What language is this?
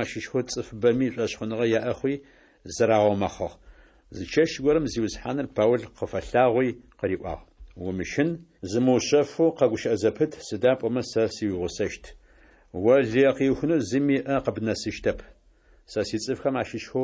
Adyghe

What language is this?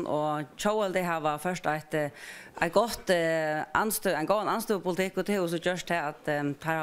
Faroese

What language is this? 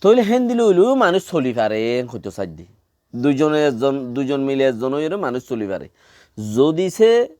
Rohingya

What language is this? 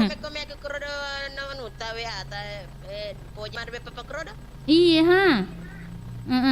Buginese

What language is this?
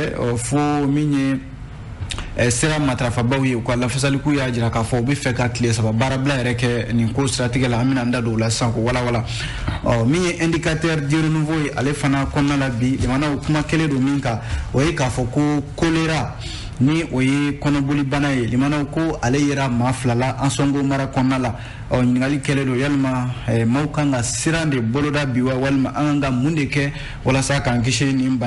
Bambara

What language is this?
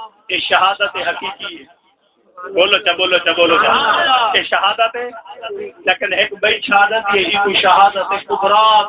Saraiki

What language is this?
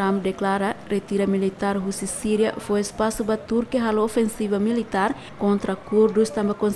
Tetum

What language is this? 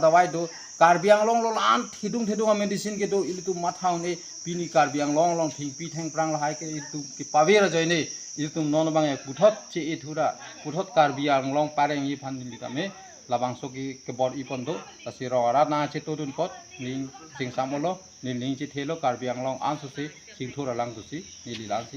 Karbi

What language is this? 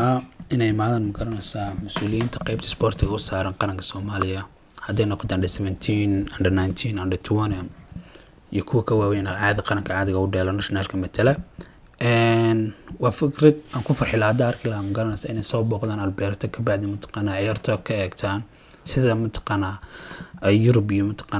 Somali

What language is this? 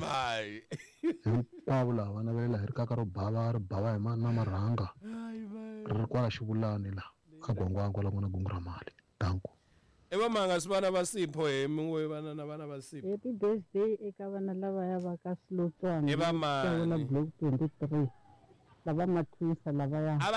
Tsonga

